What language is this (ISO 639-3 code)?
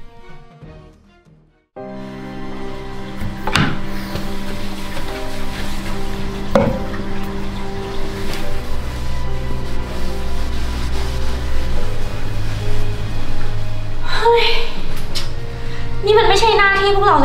tha